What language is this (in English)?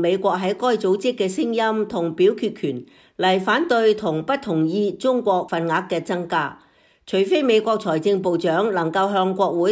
Cantonese